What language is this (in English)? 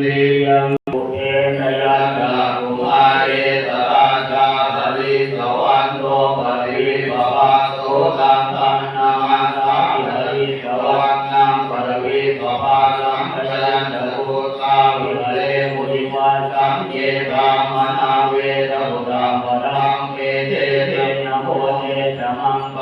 Pali